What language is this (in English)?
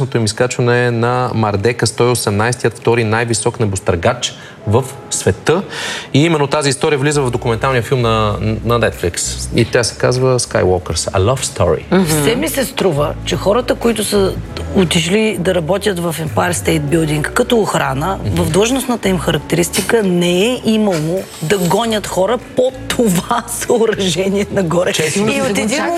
Bulgarian